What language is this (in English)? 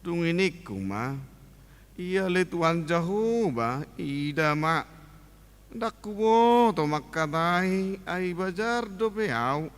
Batak Toba